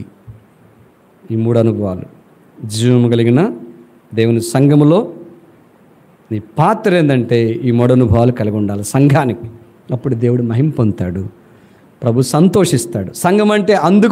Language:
Telugu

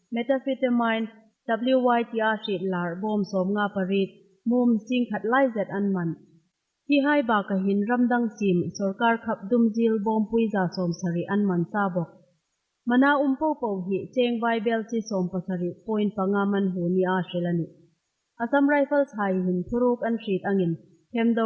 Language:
Hmar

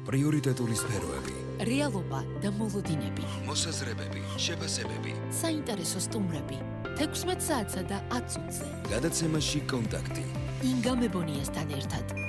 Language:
Georgian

